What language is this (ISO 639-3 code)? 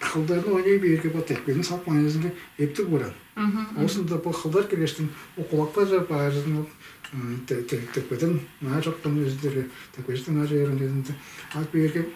tyv